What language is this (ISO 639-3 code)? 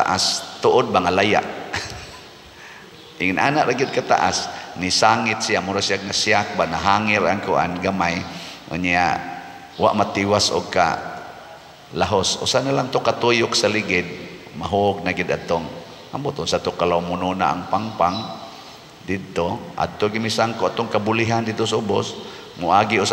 ceb